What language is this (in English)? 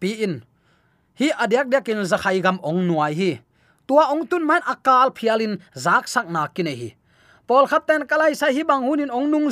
Tedim Chin